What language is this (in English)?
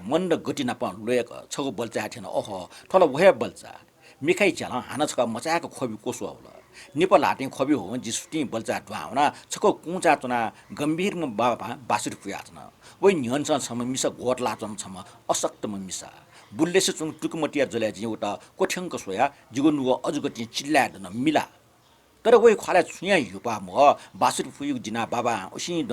Newari